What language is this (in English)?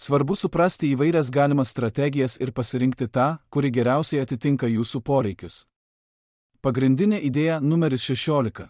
Lithuanian